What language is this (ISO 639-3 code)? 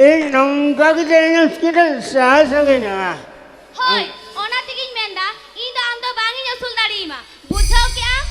sat